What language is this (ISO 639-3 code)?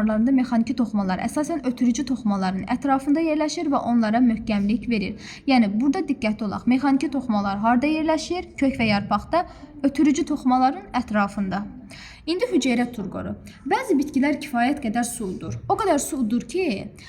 aze